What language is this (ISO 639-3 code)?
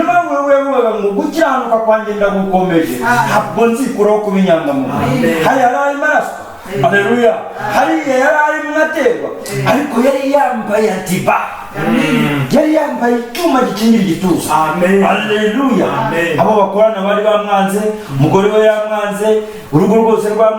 kin